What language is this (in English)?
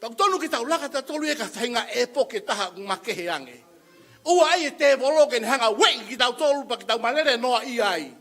Tongan